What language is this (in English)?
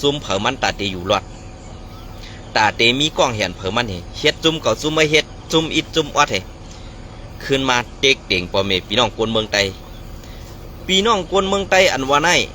Shan